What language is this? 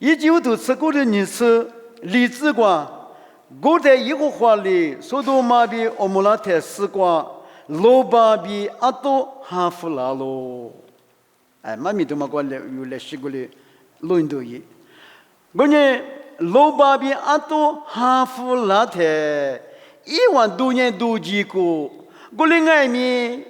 Lisu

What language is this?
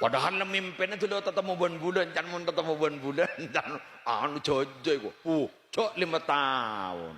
Madurese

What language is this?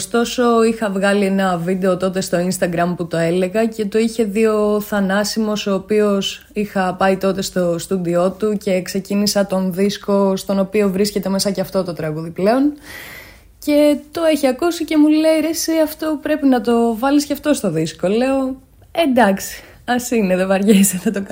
Greek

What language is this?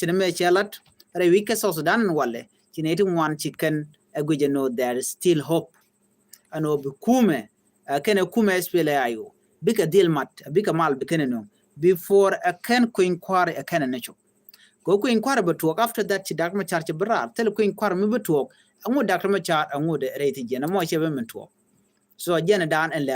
Nuer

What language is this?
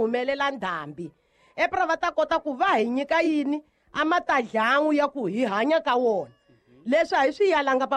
Tsonga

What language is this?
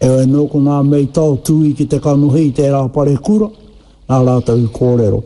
Māori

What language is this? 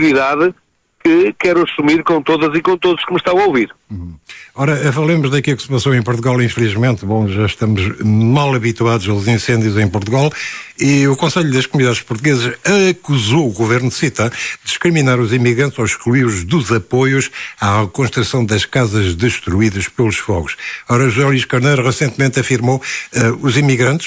Portuguese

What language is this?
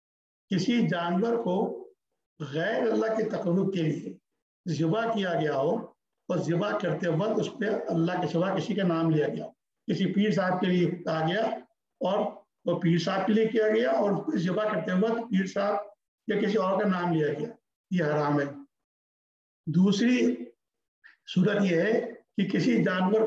Urdu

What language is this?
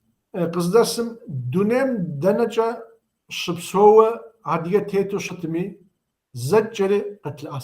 Kabardian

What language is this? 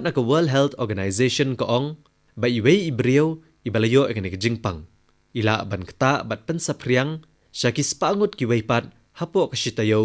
Khasi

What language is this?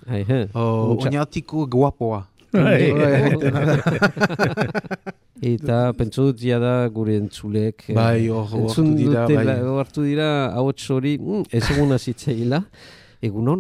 Basque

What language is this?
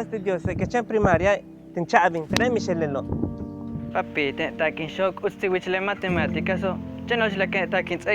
Yucateco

